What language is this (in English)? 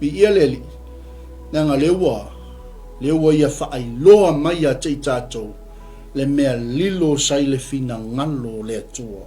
Samoan